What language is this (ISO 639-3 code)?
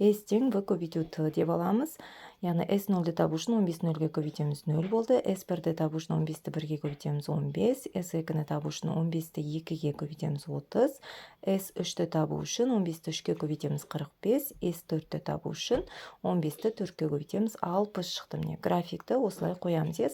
kaz